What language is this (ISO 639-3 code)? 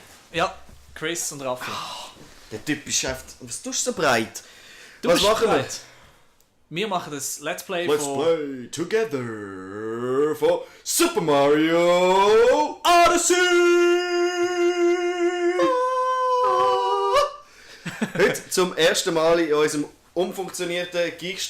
gsw